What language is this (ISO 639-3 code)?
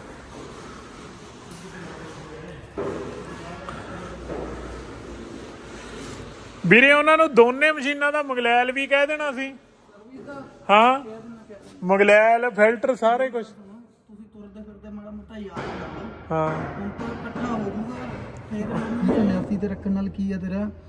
pan